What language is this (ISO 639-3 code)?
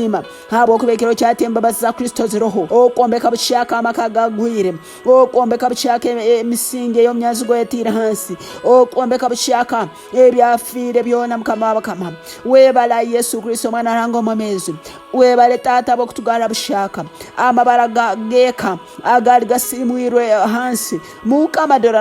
ttj